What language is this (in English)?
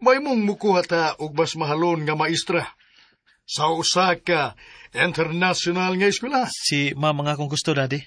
Cebuano